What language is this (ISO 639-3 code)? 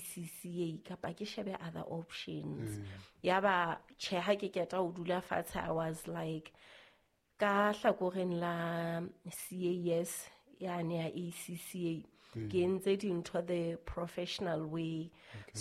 sot